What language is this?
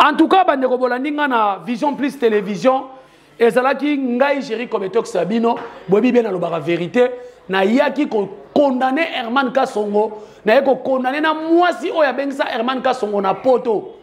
Lingala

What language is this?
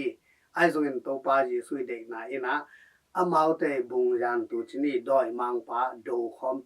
Tedim Chin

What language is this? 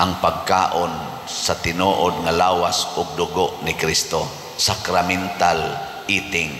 Cebuano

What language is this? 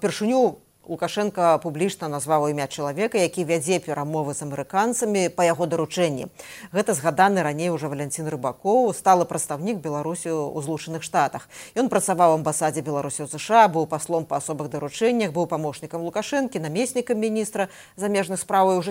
Belarusian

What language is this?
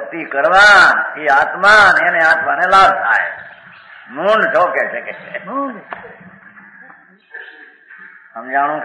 Gujarati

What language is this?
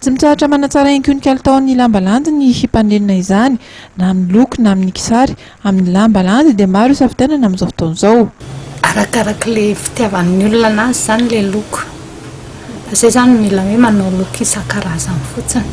Malagasy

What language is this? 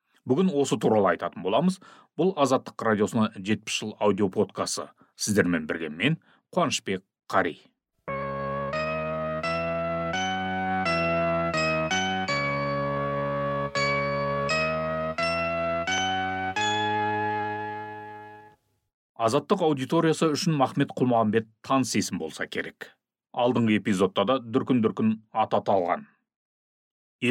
Kazakh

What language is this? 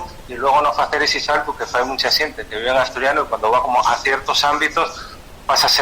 Asturian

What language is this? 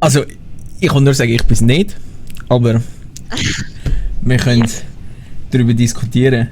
Swiss German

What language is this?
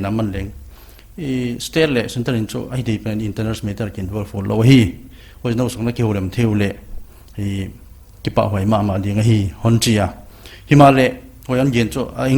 Paite Chin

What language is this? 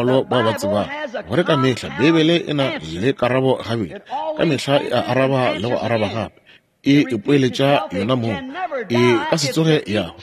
Northern Sotho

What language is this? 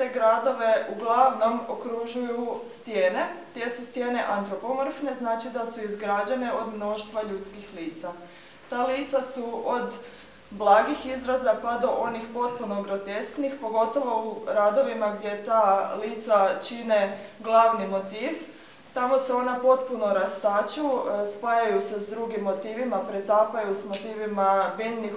Croatian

